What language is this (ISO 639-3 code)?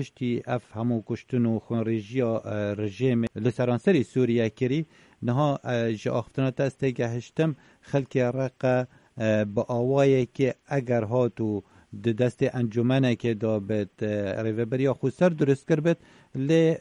kur